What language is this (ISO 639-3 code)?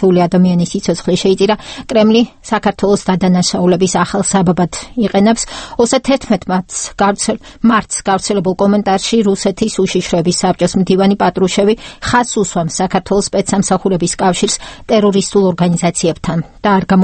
kat